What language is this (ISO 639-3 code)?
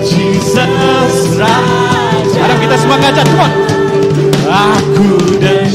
iba